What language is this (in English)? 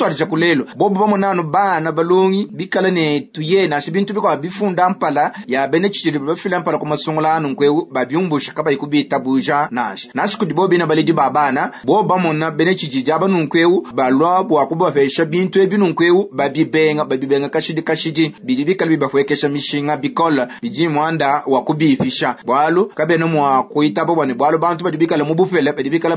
Luba-Lulua